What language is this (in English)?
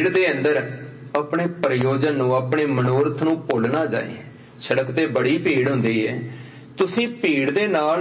Punjabi